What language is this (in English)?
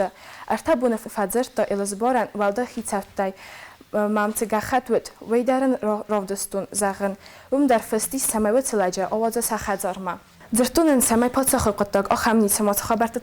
Ossetic